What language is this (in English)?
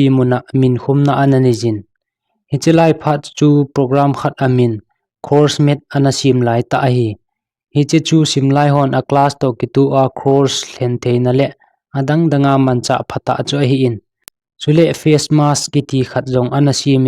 Thado Chin